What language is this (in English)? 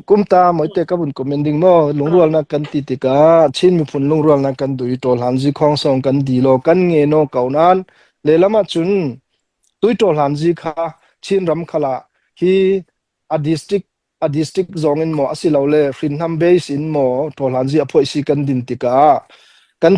Falam Chin